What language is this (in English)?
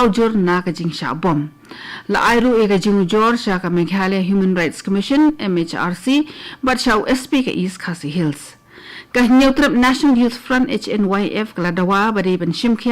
Khasi